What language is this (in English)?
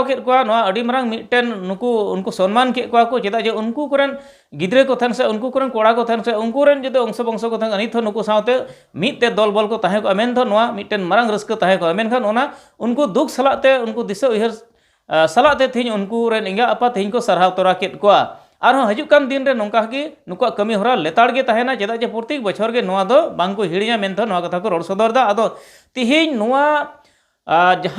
Santali